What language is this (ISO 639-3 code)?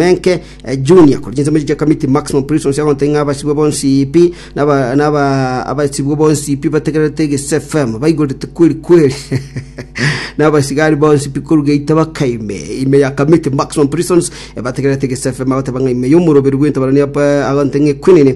guz